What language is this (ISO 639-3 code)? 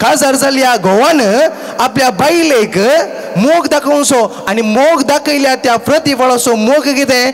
kok